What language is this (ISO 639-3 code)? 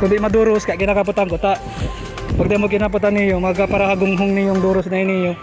bik